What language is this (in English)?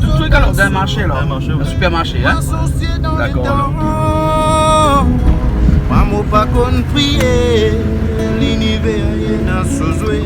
Réunion Creole French